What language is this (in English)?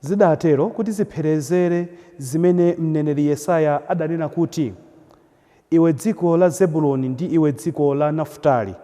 Nyanja